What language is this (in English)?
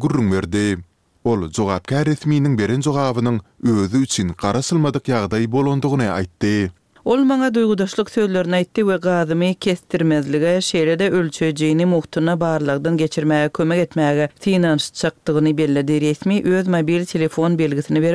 Turkmen